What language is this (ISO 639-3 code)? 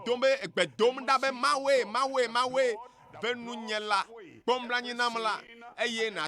ewe